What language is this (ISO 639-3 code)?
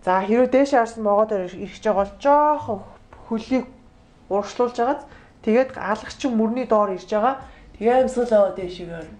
mon